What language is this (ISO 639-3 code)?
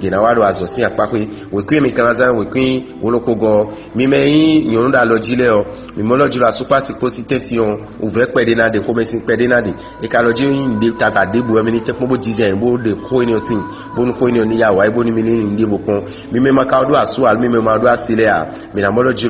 fon